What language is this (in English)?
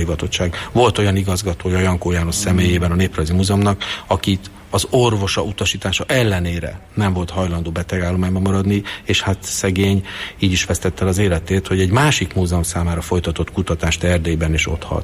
Hungarian